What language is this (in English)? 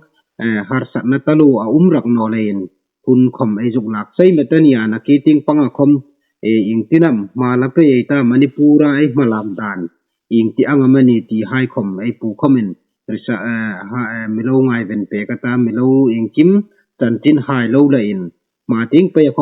Hmar